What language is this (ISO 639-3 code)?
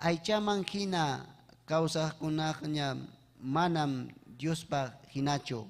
quy